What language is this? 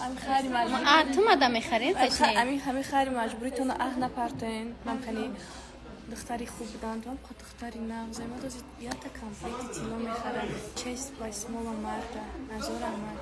Tajik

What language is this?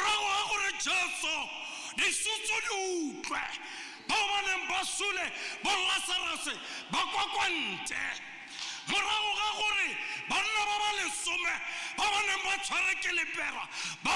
Tswana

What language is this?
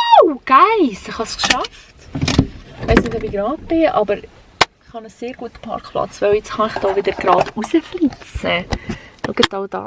Swiss German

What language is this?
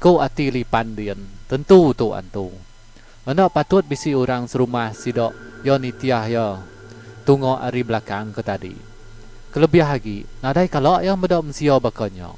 Iban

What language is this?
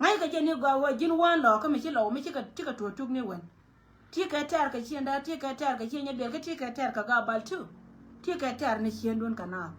Nuer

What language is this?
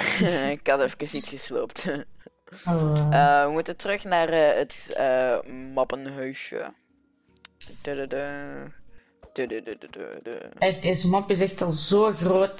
Dutch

